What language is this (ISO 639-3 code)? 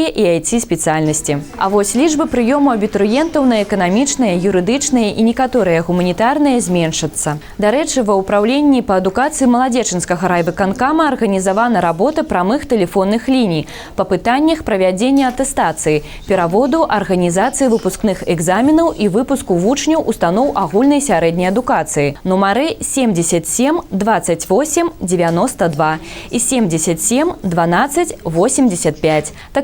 bel